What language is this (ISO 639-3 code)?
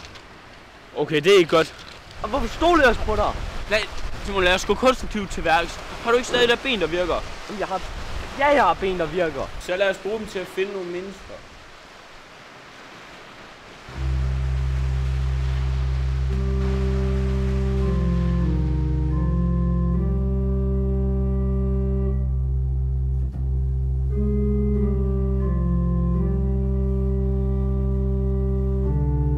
dan